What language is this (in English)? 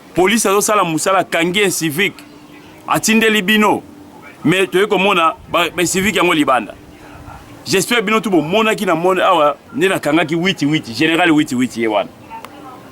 Lingala